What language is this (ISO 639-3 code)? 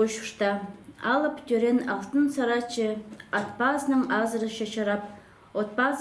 kjh